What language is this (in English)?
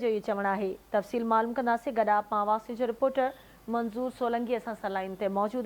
Sindhi